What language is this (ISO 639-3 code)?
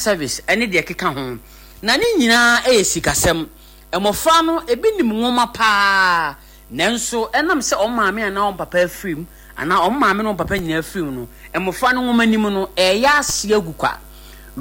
aka